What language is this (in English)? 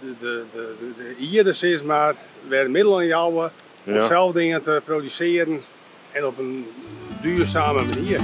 Western Frisian